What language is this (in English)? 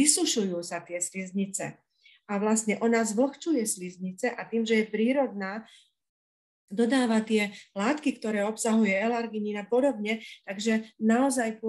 Slovak